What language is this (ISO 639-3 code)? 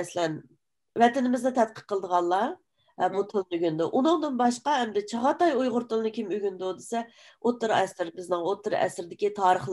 uig